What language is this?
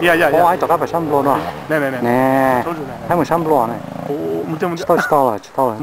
Hmong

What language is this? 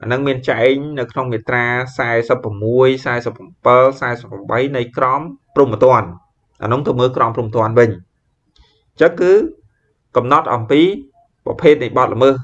Khmer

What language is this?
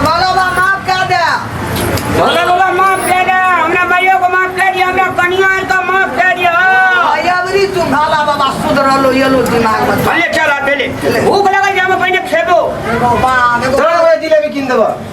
Maithili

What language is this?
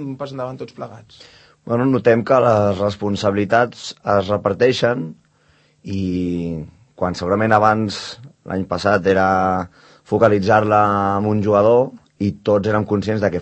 Catalan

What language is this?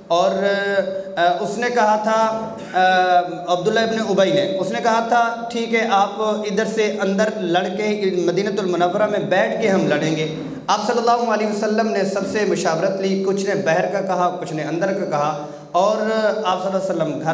Urdu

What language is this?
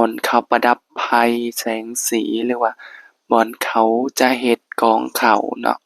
Lao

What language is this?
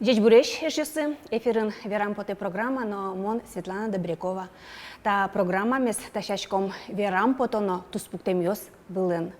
Udmurt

